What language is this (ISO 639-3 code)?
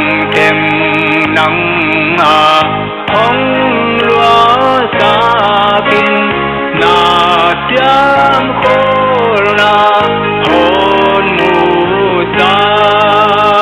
pck